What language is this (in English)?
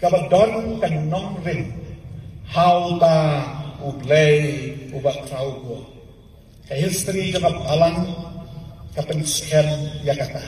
Khasi